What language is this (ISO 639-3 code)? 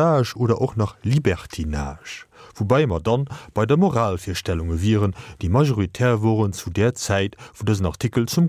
ltz